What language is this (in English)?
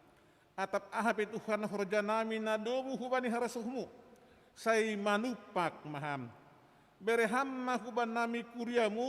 Batak Simalungun